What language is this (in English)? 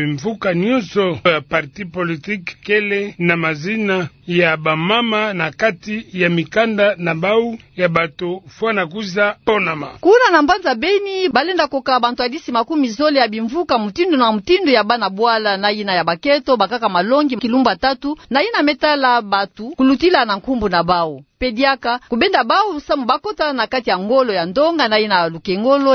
Kituba (Democratic Republic of Congo)